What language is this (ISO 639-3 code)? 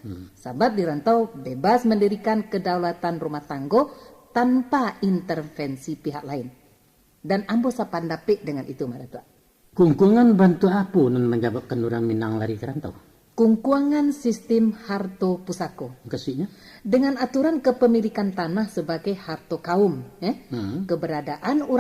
min